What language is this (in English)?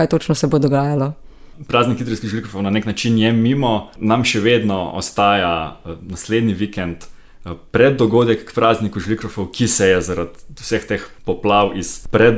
Slovenian